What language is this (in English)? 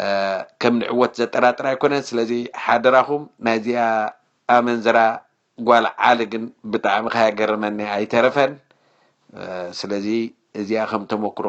Tigrinya